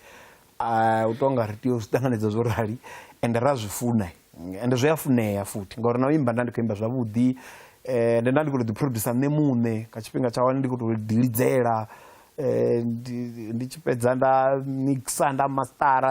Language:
Venda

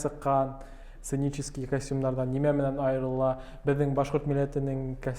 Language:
Bashkir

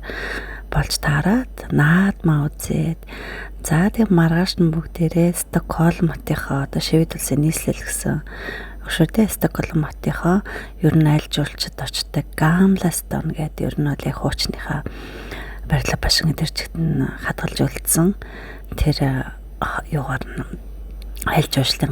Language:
Mongolian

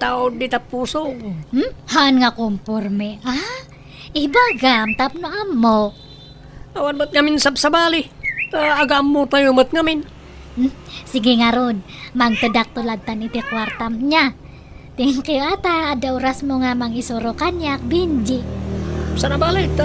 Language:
Iloko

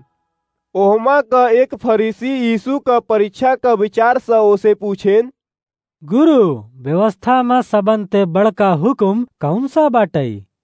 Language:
Awadhi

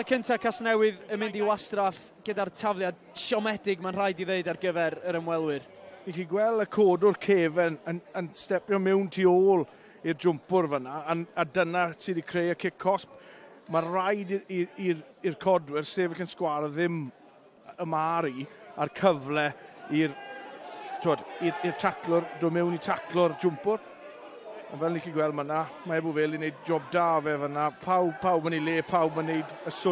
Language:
Welsh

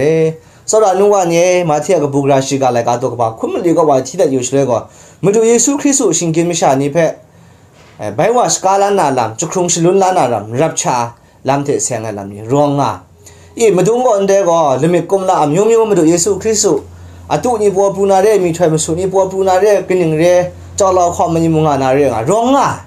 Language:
Kachin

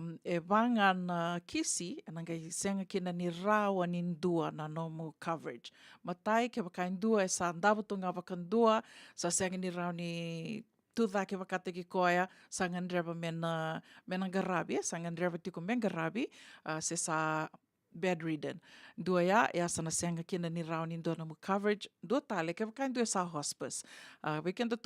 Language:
Fijian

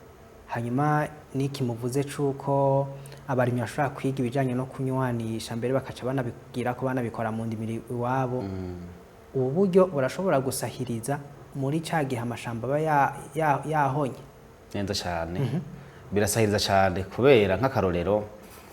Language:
Rundi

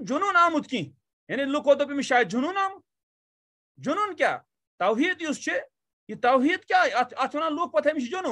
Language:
Kashmiri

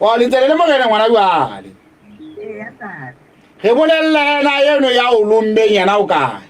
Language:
Southern Sotho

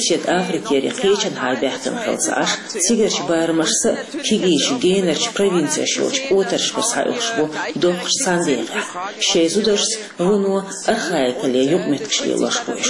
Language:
Chechen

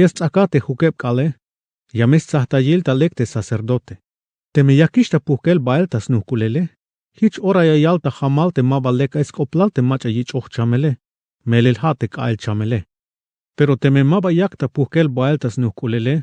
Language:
Tzeltal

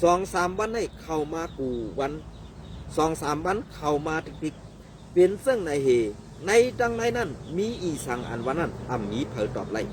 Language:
Shan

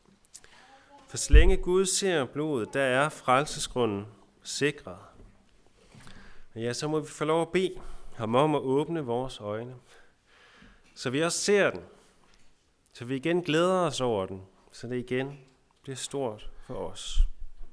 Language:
Danish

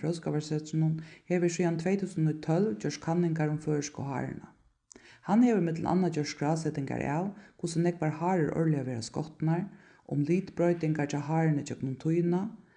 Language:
Faroese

